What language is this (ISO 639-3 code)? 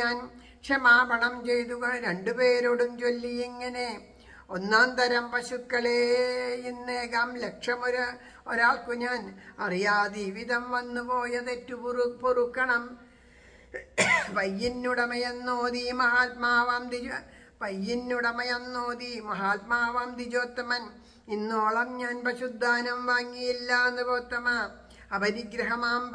mal